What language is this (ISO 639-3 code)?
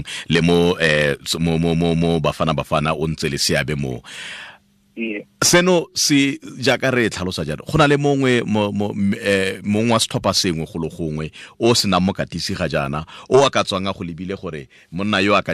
tsn